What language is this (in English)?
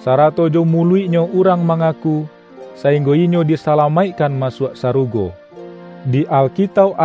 Minangkabau